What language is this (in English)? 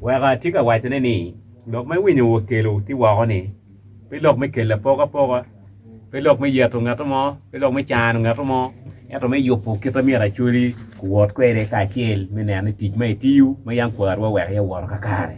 Acoli